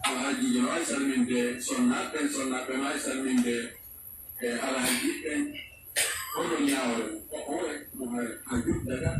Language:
Pular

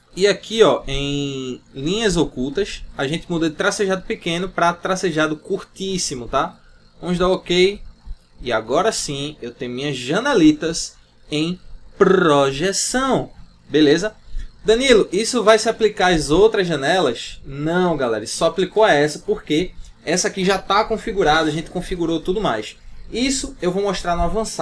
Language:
Portuguese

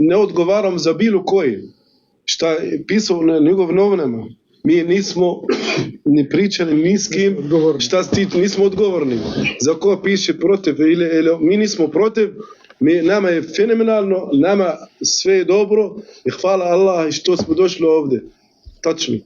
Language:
Bosnian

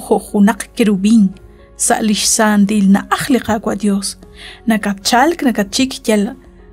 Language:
Kekchí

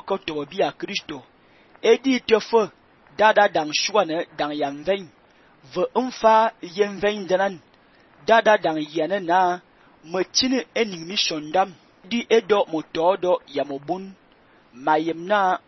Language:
Fang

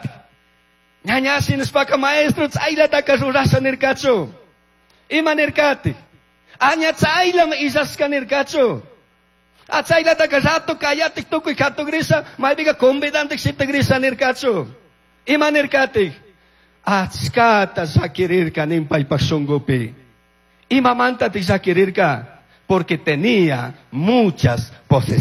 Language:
Chimborazo Highland Quichua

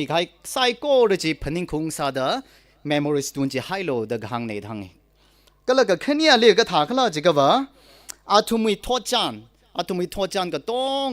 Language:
Tangkhul Naga (India)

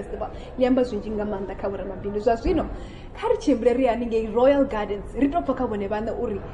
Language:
Venda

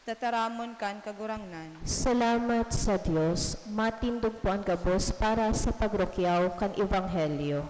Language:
Bikol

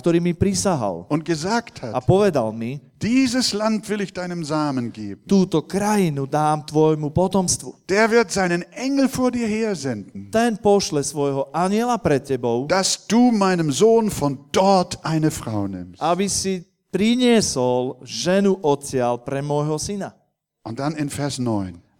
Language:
Slovak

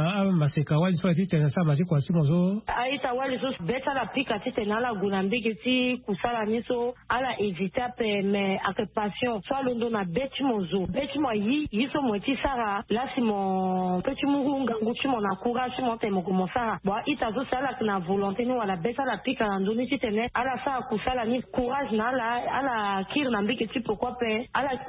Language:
Sango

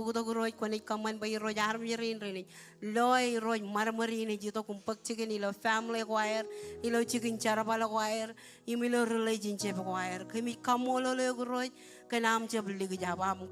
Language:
Marshallese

